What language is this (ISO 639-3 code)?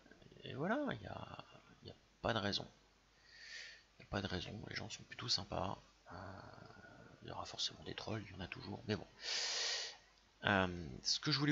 fra